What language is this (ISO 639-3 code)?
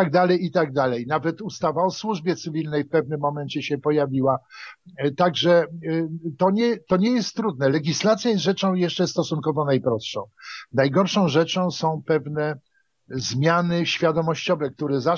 pol